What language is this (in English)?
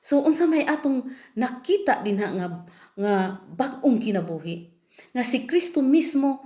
Cebuano